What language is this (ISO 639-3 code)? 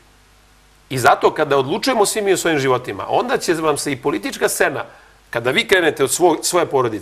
srp